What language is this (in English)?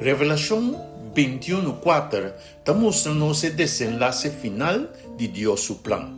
Papiamento